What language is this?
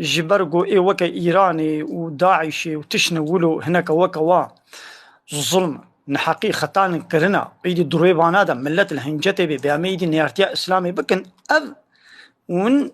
Kurdish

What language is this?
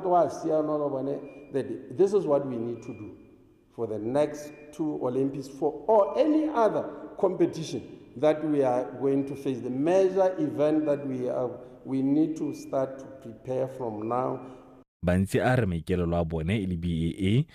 Tswana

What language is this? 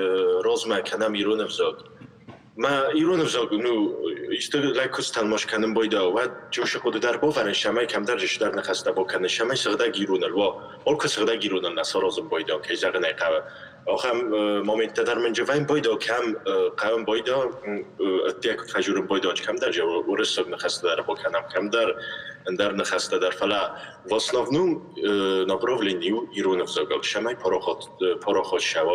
Ossetic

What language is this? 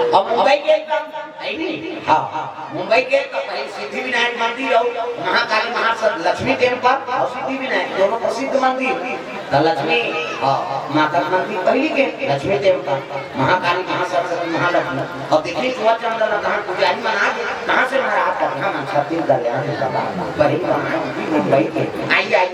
Chhattisgarhi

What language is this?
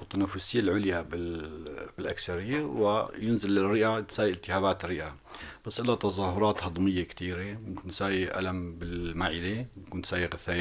North Levantine Arabic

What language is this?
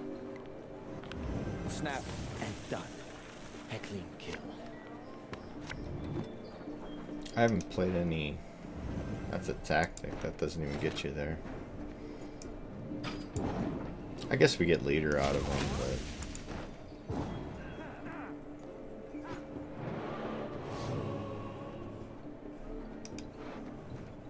English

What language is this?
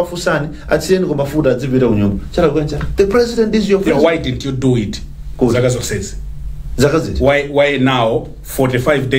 Nyanja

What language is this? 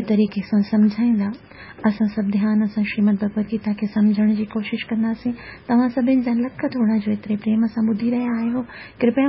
Sindhi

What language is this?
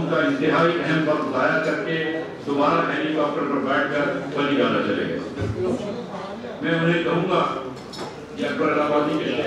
Urdu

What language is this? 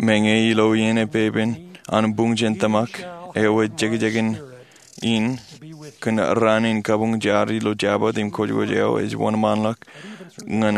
Marshallese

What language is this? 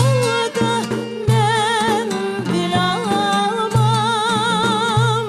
Crimean Tatar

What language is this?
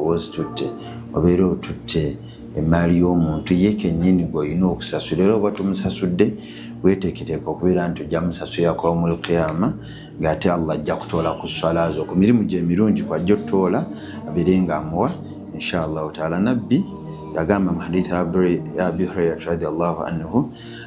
Ganda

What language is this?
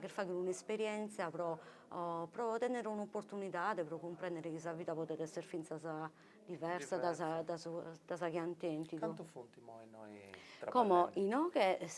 Sardinian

